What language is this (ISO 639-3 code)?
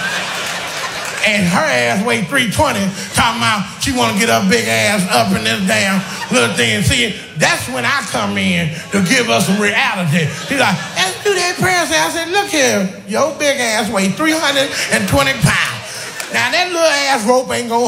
eng